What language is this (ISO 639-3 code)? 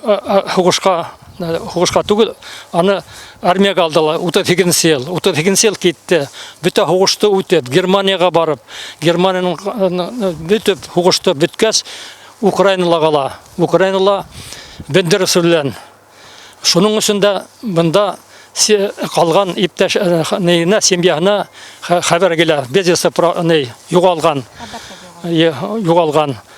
bak